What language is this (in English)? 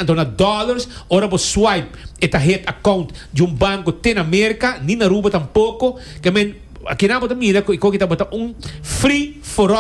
Papiamento